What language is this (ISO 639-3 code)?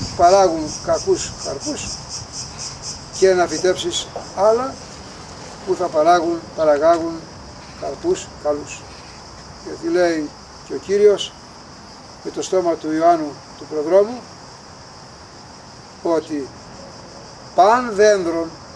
ell